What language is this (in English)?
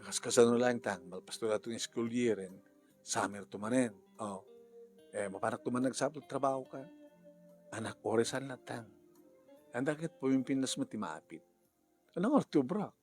Iloko